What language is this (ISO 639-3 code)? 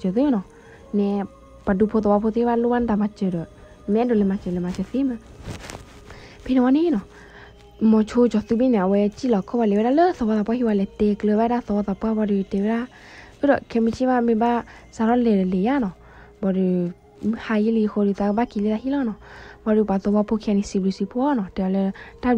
ksw